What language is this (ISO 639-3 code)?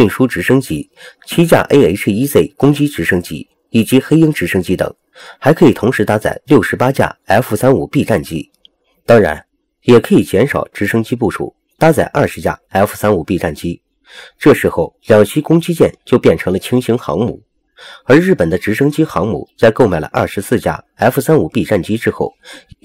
zho